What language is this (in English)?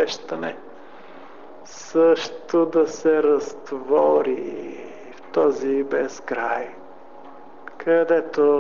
Bulgarian